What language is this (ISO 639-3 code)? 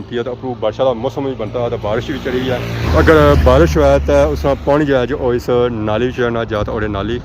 phr